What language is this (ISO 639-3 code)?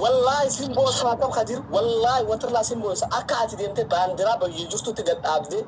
orm